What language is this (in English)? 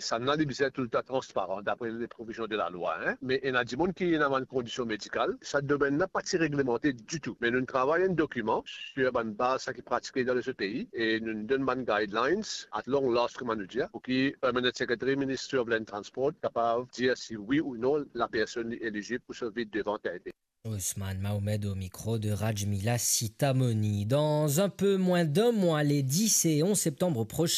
Morisyen